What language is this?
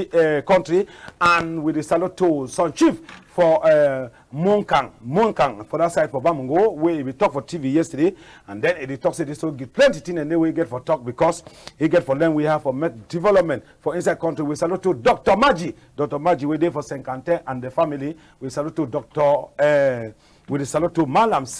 Cameroon Pidgin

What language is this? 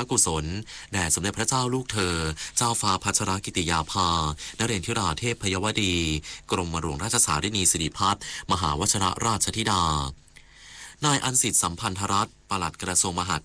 Thai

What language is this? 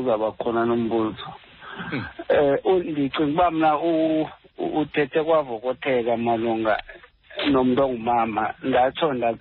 Xhosa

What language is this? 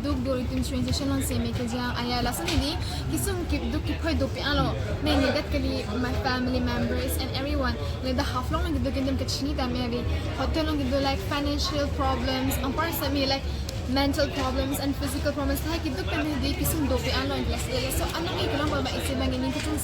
Karbi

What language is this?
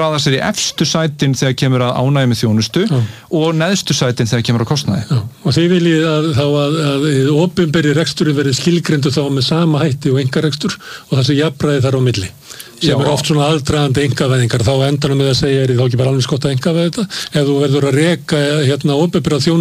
Icelandic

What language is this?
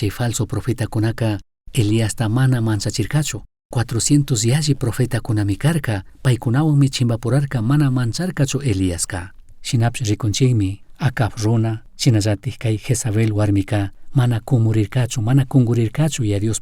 Chimborazo Highland Quichua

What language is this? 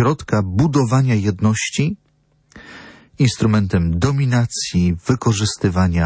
Polish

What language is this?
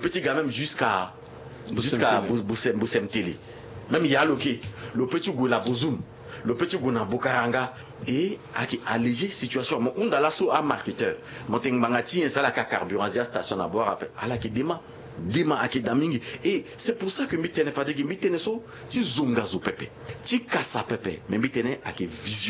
Sango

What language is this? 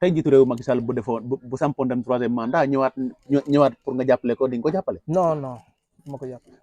Wolof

